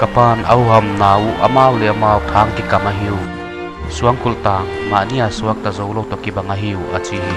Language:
Paite Chin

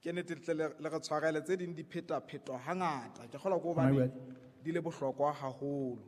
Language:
Southern Sotho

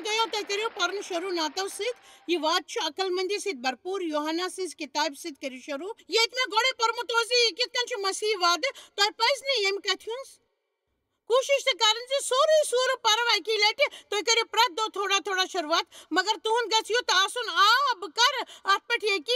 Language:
Kashmiri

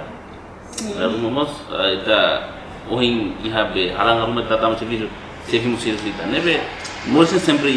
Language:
Tetum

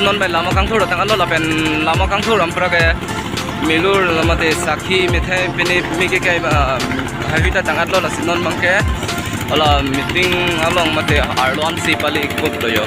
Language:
Karbi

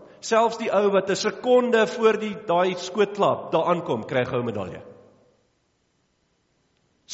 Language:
Afrikaans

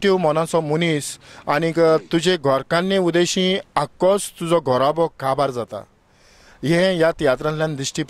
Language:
Konkani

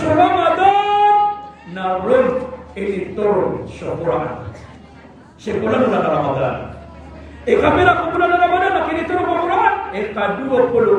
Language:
Maranao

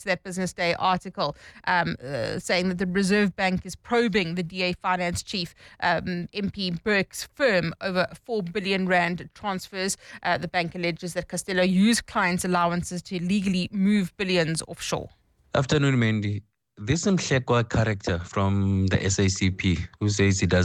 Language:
English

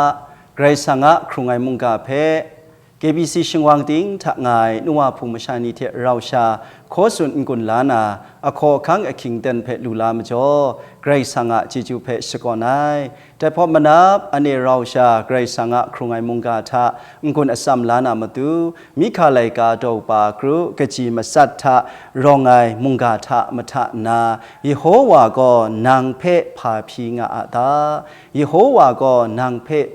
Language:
Kachin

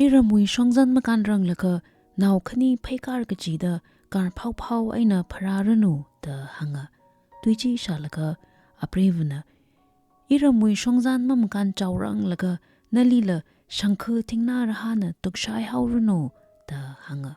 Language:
Tangkhul Naga (India)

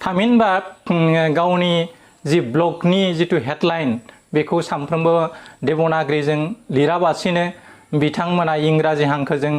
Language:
Bodo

